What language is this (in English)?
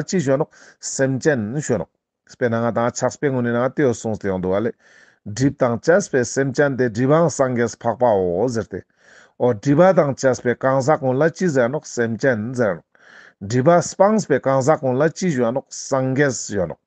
Ladakhi